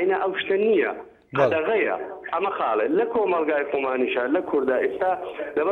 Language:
Central Kurdish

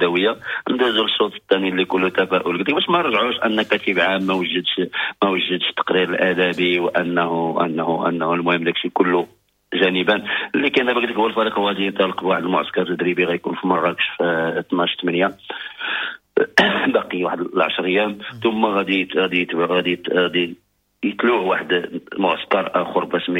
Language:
Moroccan Arabic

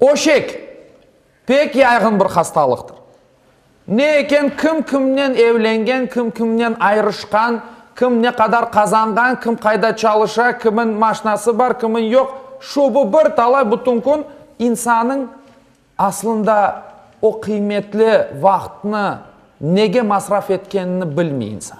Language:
Crimean Tatar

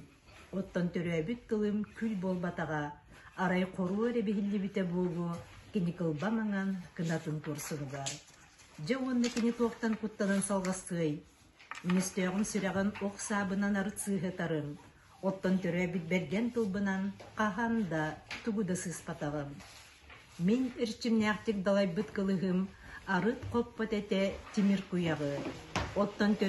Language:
Yakut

